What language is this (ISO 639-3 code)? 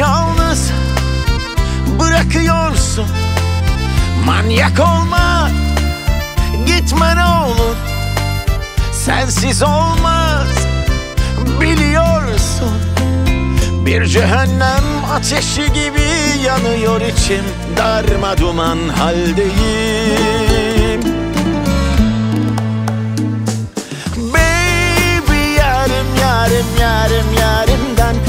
tur